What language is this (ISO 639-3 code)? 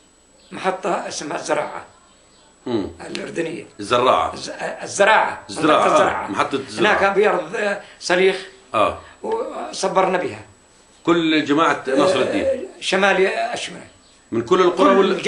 ajp